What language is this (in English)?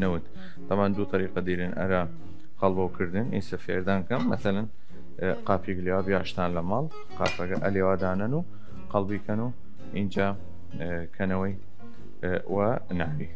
Southern Kurdish